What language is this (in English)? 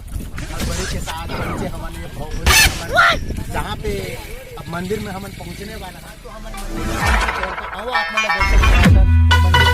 Chhattisgarhi